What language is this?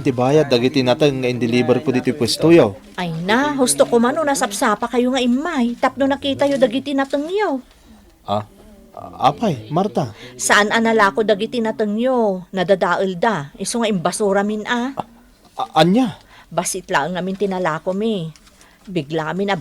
Iloko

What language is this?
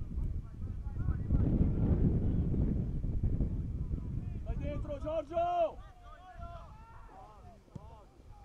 Italian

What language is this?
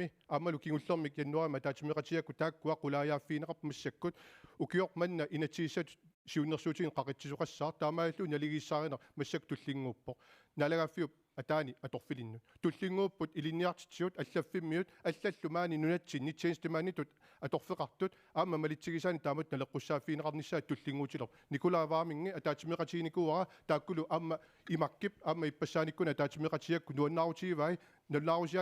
Kalaallisut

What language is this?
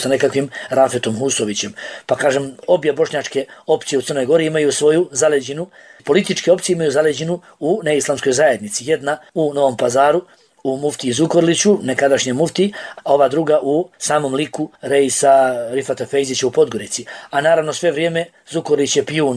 Bosnian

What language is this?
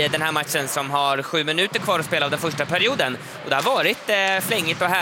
Swedish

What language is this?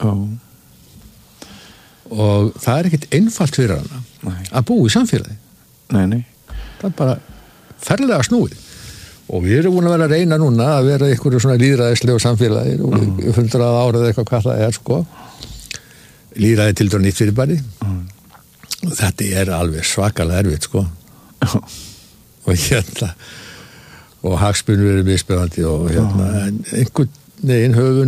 Icelandic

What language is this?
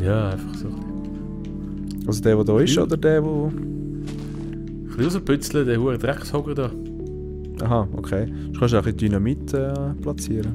Swiss German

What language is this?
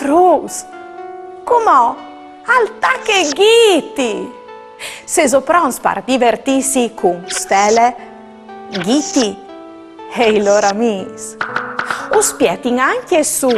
Friulian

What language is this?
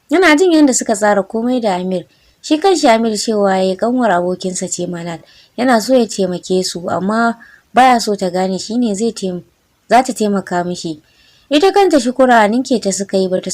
Hausa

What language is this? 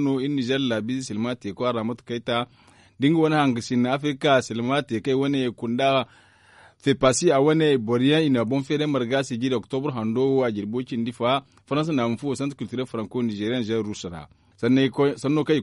Zarma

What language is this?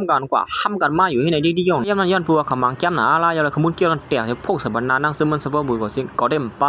Shan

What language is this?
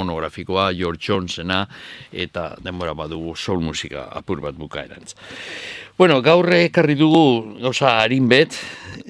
Basque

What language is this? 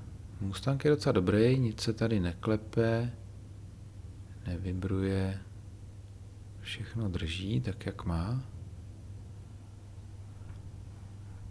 Czech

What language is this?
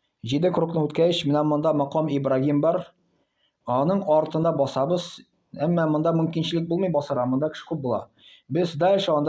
Tatar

